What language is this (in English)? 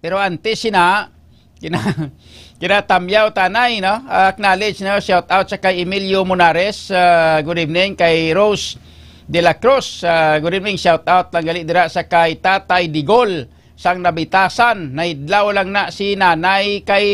Hiligaynon